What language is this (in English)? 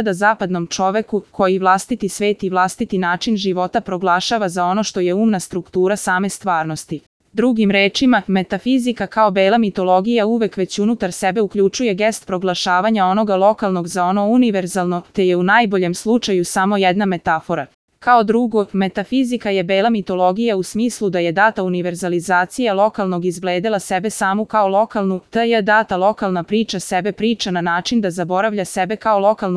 Serbian